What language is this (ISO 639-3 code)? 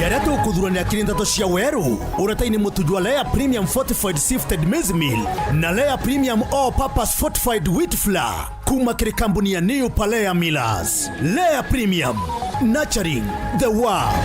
mer